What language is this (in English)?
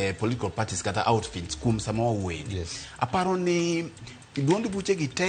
Luo (Kenya and Tanzania)